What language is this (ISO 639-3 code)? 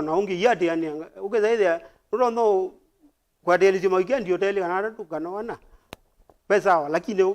kam